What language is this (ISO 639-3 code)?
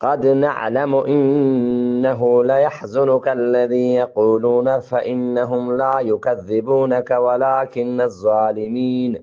bgp